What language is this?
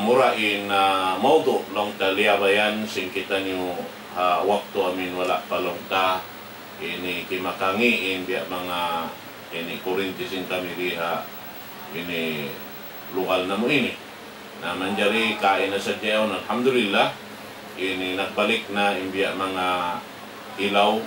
Tausug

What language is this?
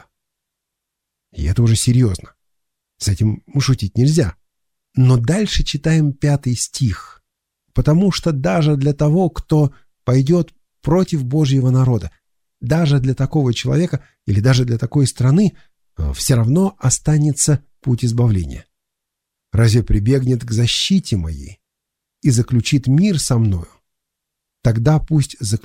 Russian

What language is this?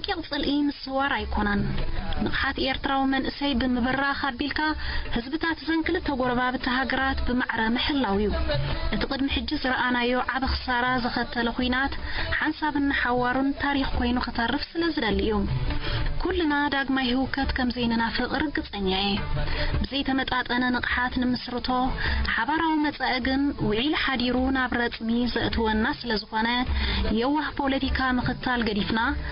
Tigrinya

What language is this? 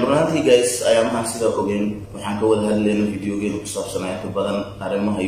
Somali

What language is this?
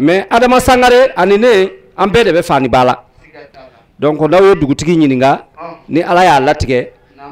Bambara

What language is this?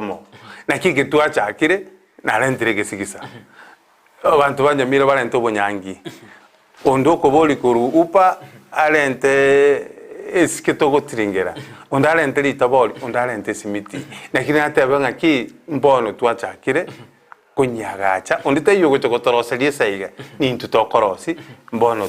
Gusii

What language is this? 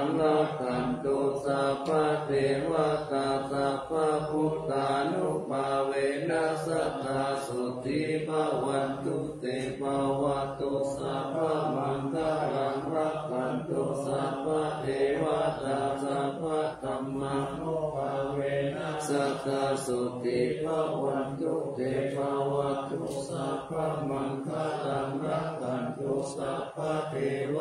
Pali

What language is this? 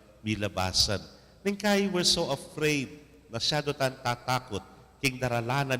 Pampanga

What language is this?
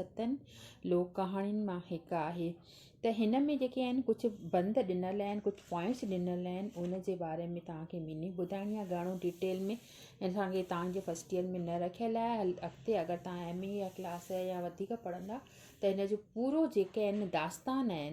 Sindhi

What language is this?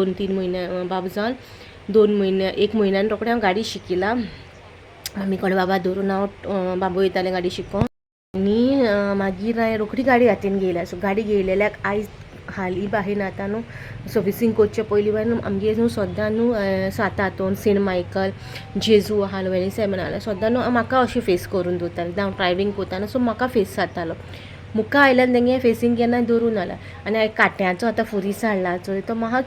Konkani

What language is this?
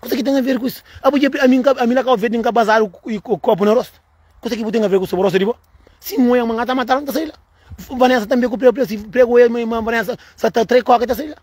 Kabuverdianu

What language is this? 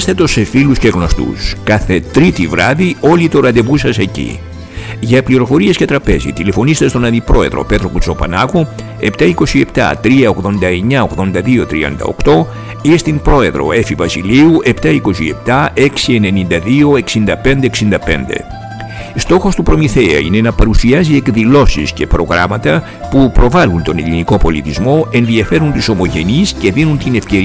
Greek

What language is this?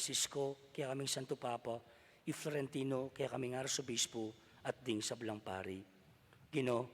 Pampanga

